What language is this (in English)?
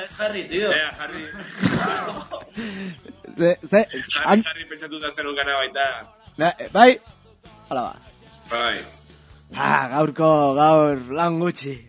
Basque